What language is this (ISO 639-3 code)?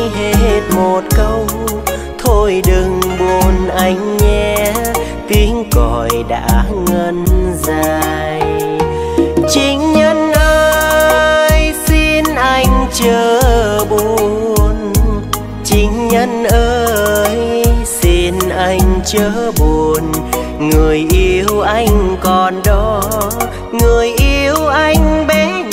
vie